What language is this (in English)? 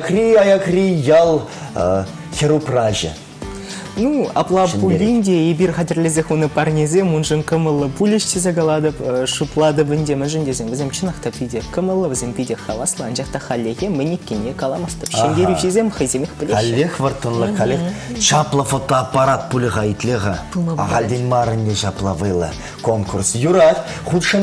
Chuvash